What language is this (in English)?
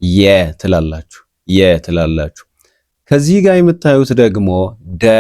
Amharic